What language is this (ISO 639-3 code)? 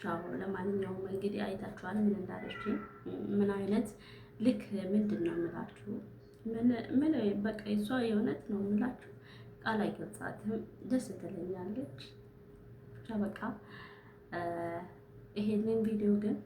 amh